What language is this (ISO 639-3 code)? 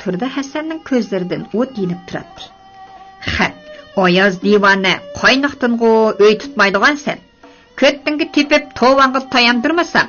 uig